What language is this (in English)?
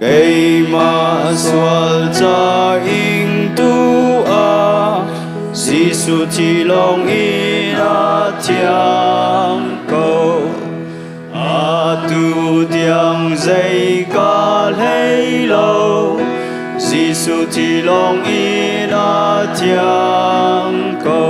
Hakha Chin